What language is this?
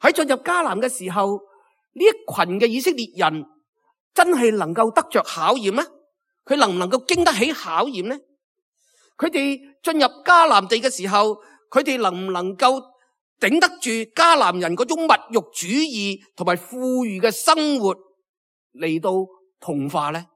Cantonese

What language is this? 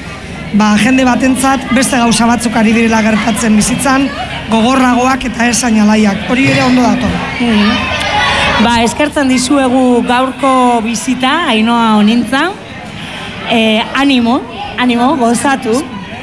Basque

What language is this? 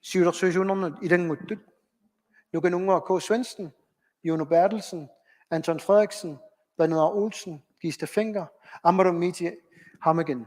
Kalaallisut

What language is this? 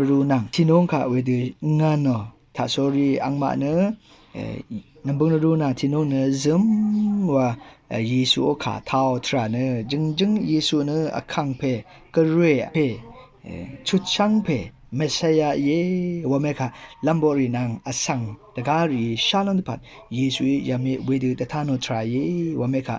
Rawang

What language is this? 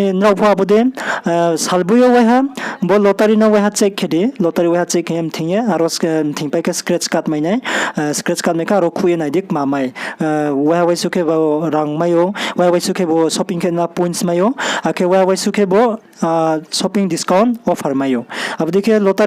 Riang (India)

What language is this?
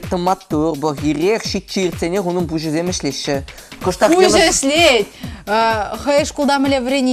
Chuvash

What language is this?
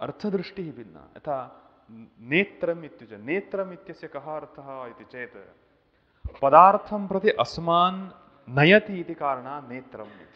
Sanskrit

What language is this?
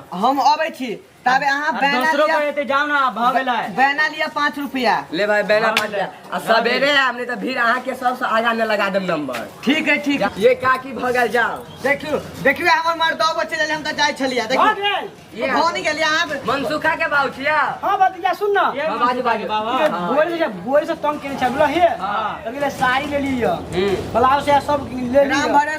Maithili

